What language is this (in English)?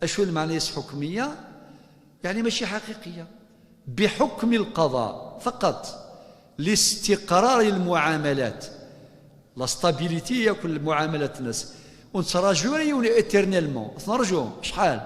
Kabyle